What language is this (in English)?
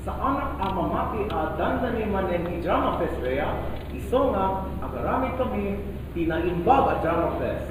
Iloko